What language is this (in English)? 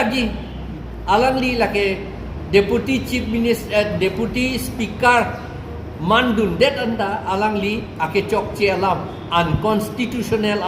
Karbi